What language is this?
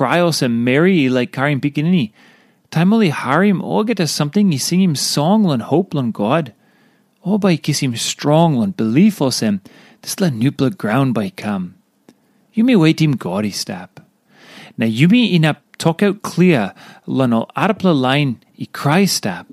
Tok Pisin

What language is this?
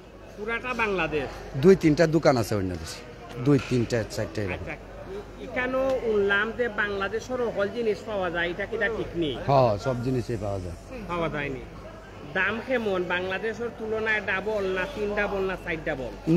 Sylheti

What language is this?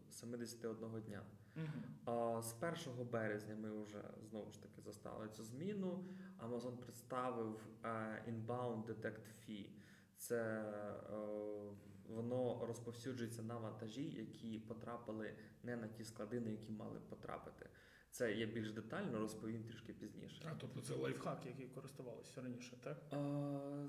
Ukrainian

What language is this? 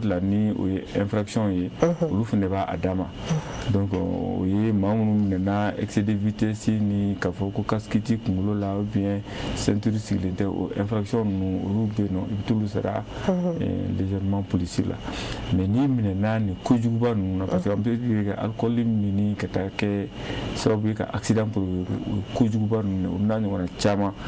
Bambara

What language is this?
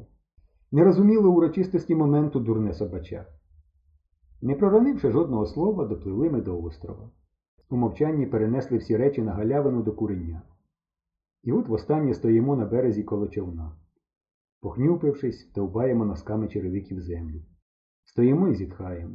Ukrainian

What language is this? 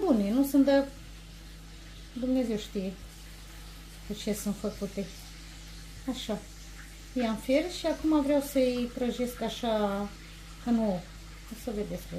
Romanian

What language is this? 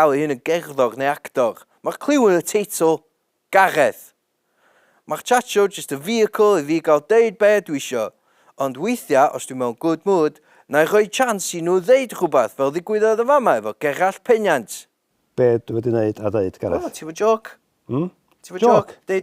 Welsh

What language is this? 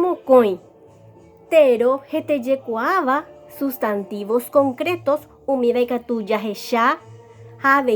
Guarani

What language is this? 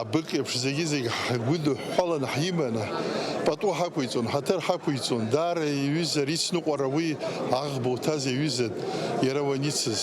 Abkhazian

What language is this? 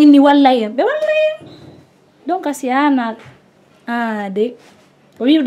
Fula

